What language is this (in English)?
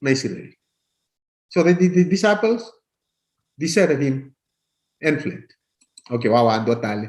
Fijian